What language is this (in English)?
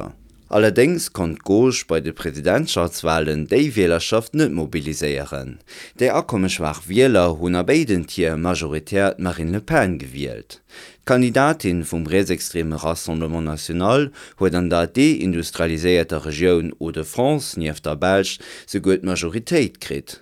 Luxembourgish